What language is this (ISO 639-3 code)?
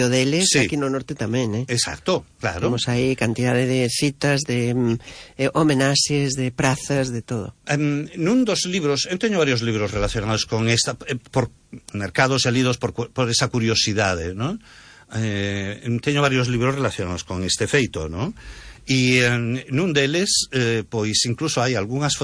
glg